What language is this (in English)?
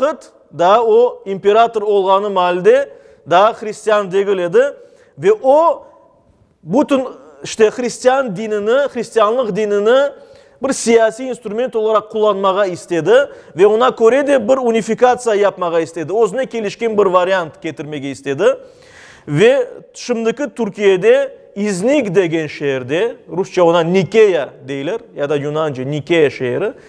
Crimean Tatar